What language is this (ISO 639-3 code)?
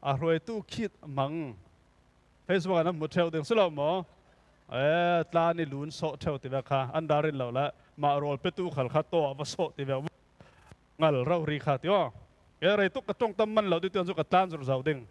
cfm